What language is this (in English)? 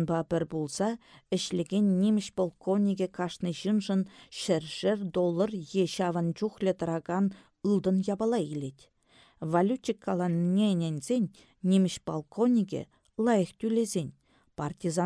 Chuvash